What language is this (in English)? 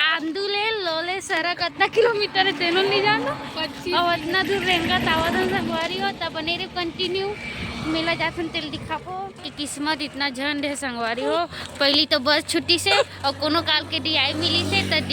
Chhattisgarhi